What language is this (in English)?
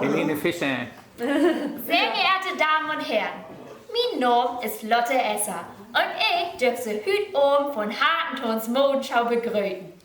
Low German